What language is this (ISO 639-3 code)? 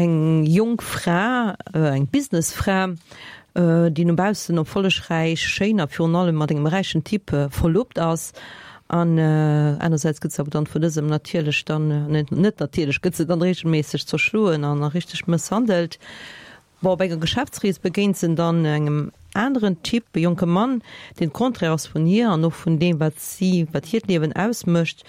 ltz